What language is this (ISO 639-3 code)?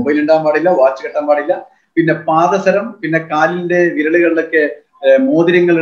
mal